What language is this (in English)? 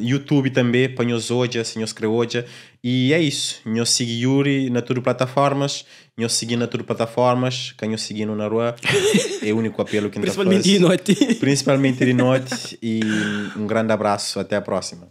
Kabuverdianu